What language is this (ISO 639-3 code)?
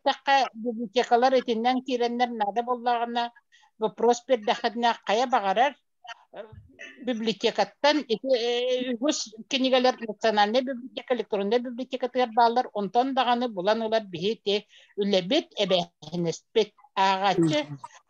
sah